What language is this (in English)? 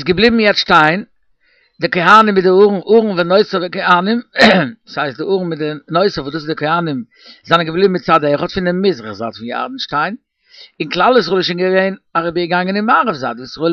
Yiddish